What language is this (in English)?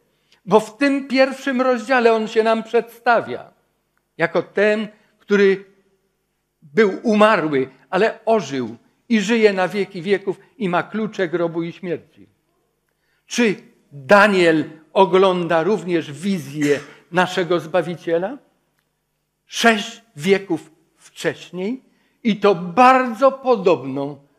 Polish